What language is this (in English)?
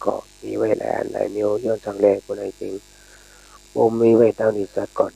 Shan